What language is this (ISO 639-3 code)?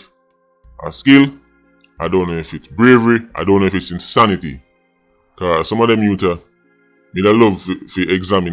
jam